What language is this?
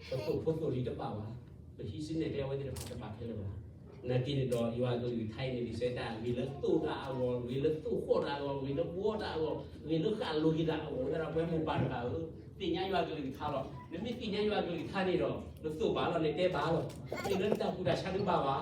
S'gaw Karen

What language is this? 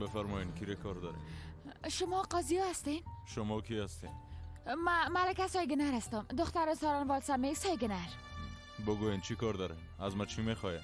Persian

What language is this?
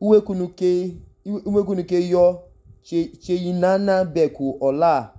Idoma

